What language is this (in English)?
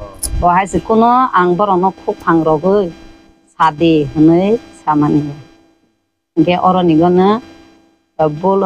Kok Borok